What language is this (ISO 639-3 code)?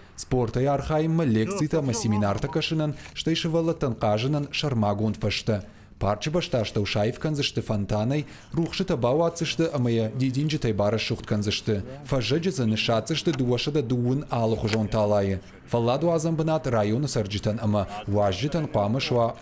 oss